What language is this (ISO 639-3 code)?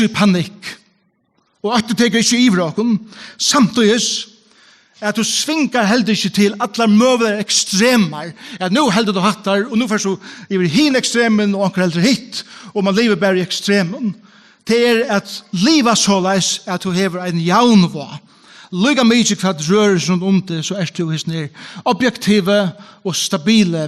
fao